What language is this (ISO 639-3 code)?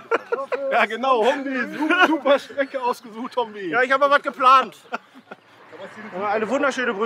deu